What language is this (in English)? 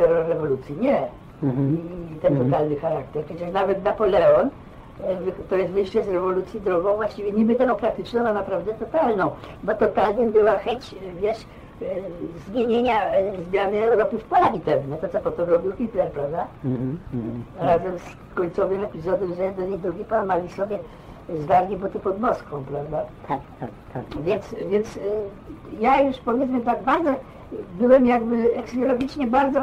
Polish